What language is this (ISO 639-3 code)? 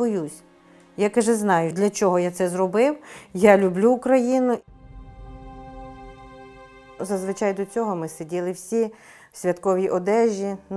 ukr